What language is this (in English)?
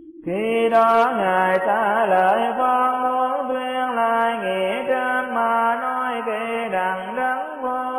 Vietnamese